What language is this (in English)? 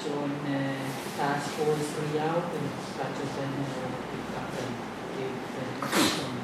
Pohnpeian